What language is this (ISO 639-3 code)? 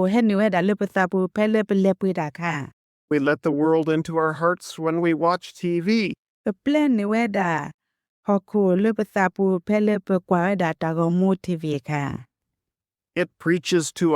ksw